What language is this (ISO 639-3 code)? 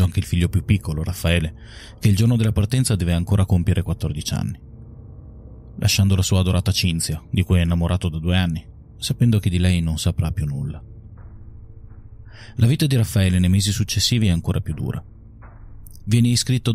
ita